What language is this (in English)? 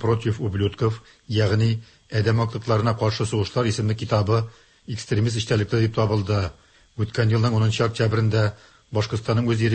Tatar